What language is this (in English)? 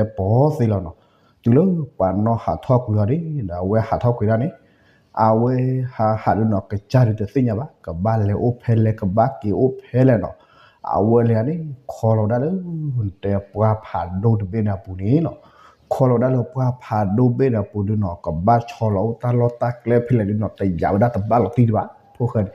S'gaw Karen